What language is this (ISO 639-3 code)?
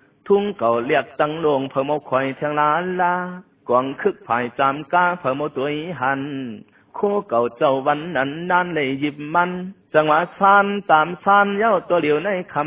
shn